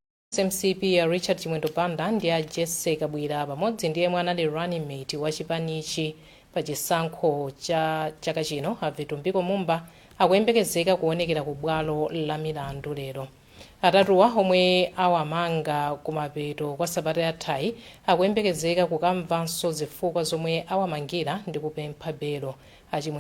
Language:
Nyanja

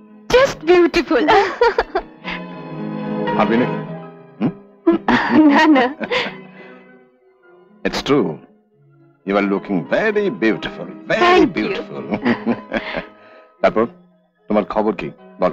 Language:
Bangla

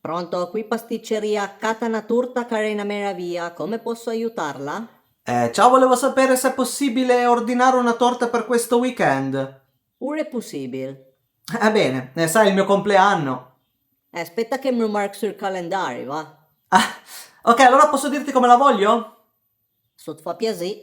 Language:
Piedmontese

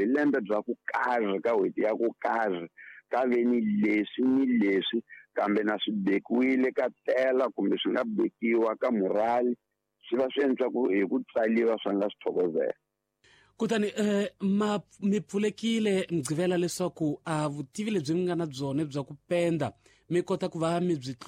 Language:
Tsonga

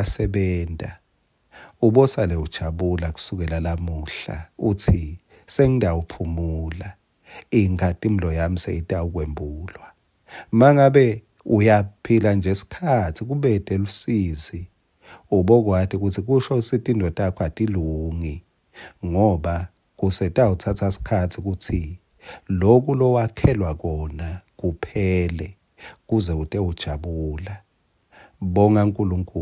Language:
Swati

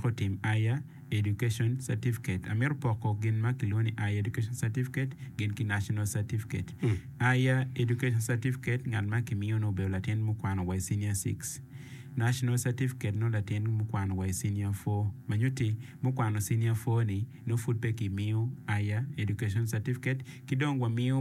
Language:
Acoli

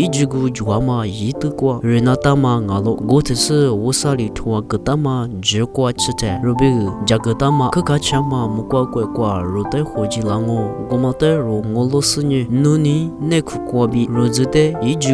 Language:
Lisu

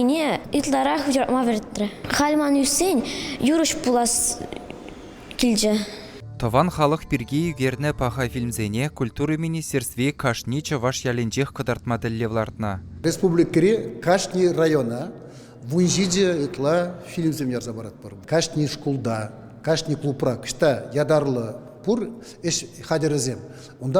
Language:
Chuvash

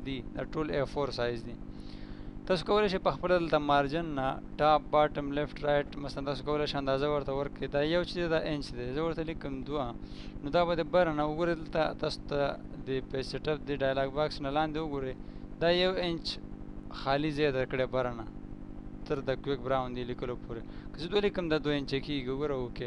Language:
Pashto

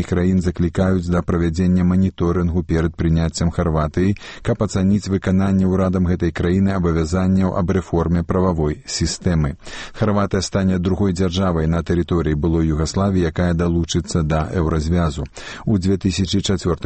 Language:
Belarusian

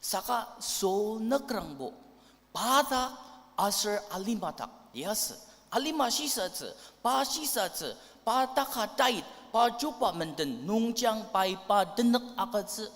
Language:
Ao Naga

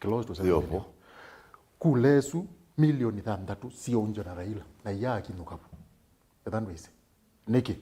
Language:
Kamba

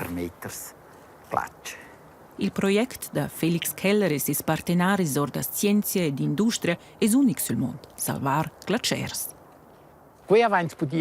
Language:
Romansh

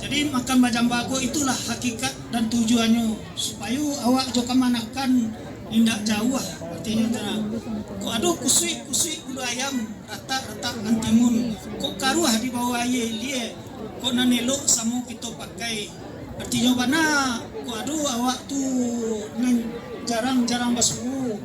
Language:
Minangkabau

